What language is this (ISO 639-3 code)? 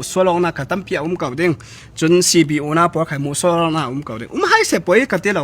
cnh